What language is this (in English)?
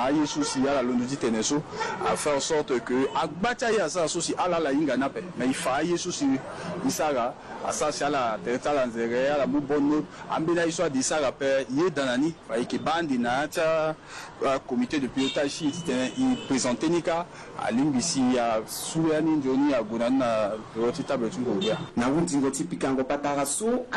Sango